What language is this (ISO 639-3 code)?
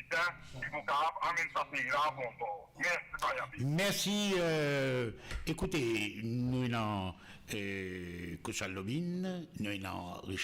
mfe